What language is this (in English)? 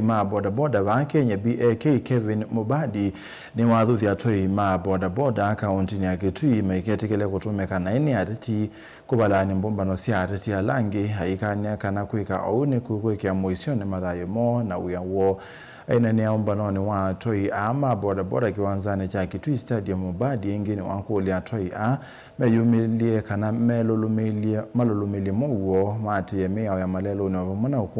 Kamba